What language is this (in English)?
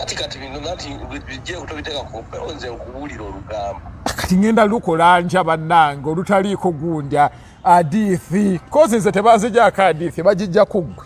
Ganda